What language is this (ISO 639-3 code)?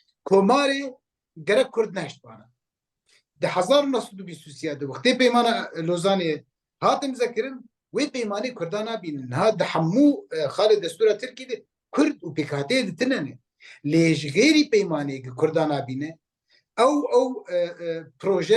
kur